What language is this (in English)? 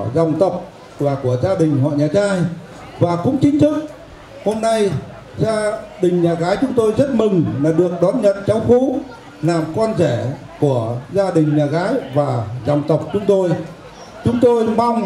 Vietnamese